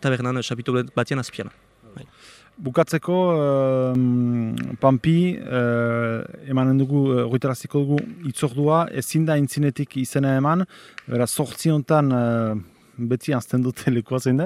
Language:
Basque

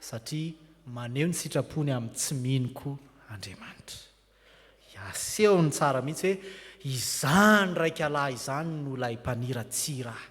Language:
Malagasy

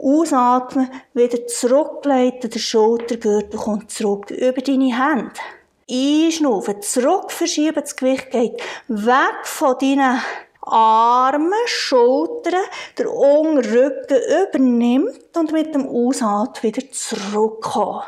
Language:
Swiss German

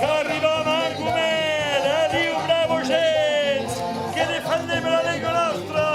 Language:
Occitan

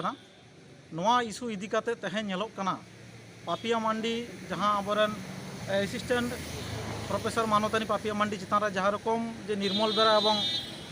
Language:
Santali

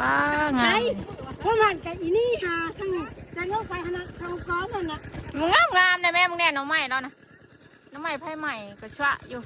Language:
Northeastern Thai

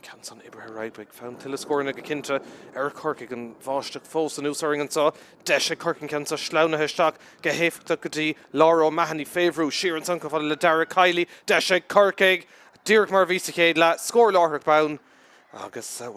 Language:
Irish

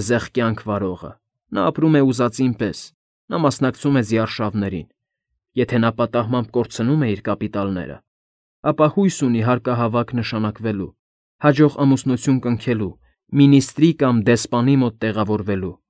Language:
Armenian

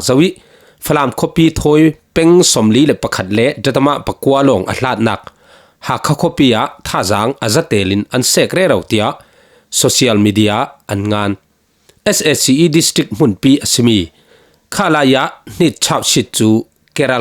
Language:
Falam Chin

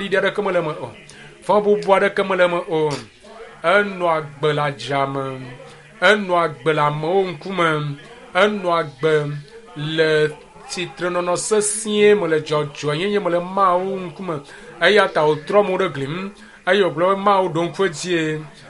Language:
Ewe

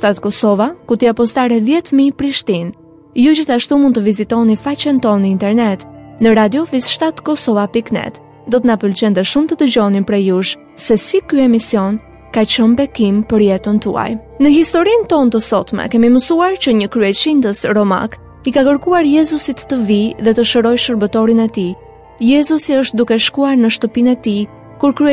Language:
Albanian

